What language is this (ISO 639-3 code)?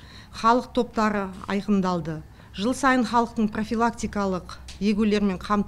kaz